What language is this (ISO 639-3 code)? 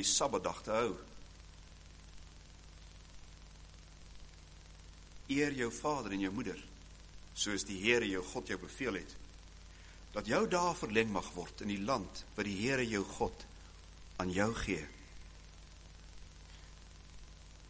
afr